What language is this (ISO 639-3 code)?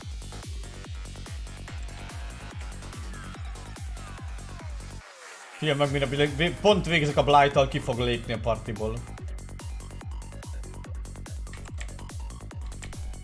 hun